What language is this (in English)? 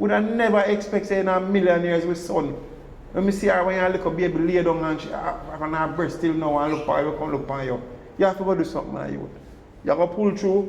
Jamaican Creole English